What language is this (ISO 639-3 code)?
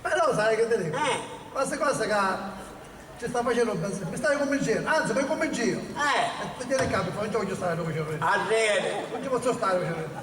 scn